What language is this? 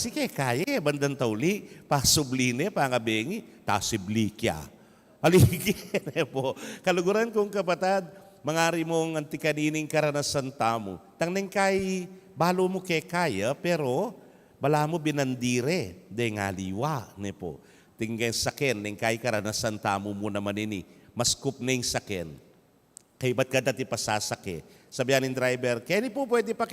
Pampanga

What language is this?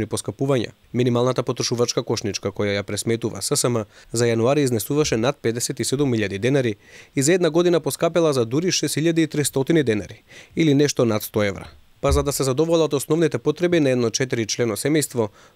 Macedonian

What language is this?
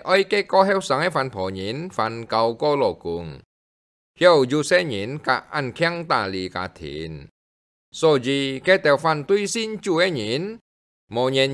Hakka Chinese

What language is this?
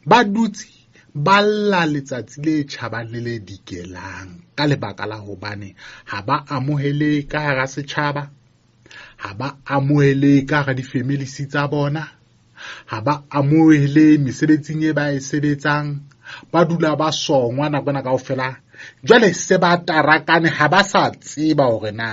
Southern Sotho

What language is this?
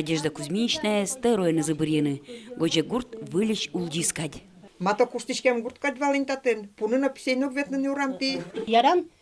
Udmurt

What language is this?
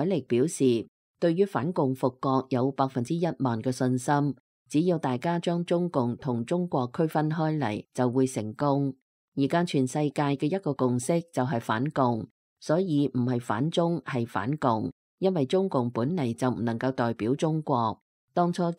Cantonese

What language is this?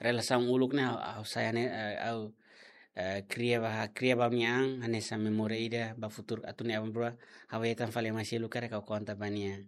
Tetum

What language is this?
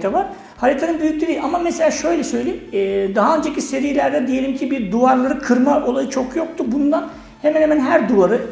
Turkish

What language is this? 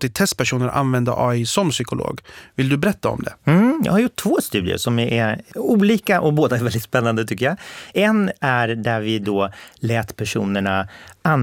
Swedish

